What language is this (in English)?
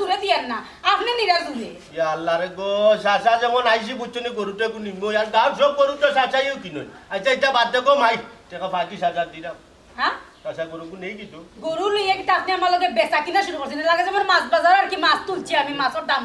Sylheti